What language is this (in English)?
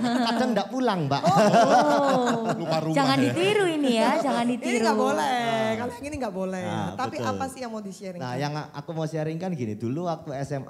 Indonesian